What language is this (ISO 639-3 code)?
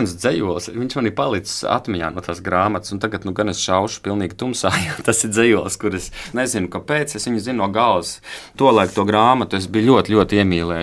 lav